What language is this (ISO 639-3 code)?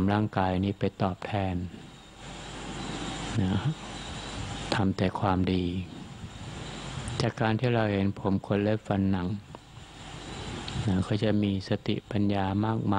tha